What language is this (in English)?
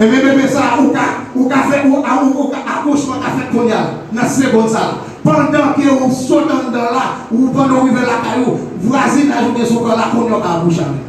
Haitian Creole